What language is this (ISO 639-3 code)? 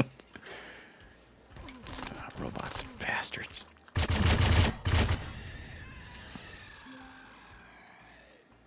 eng